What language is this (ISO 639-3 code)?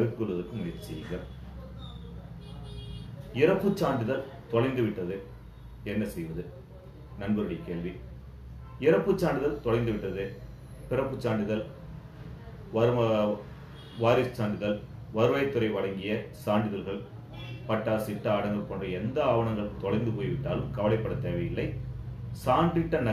tam